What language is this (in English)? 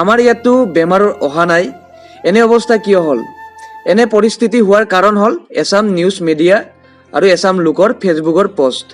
Assamese